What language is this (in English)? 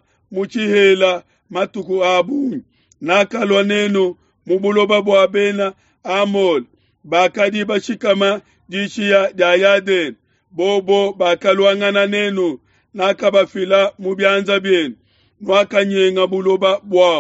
Luba-Lulua